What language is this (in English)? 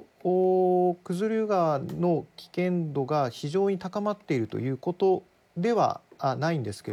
Japanese